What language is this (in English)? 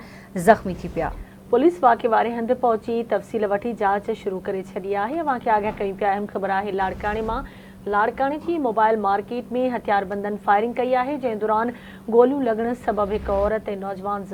Sindhi